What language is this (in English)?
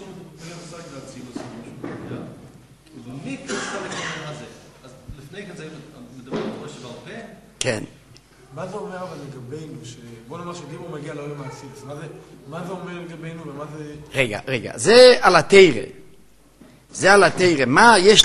Hebrew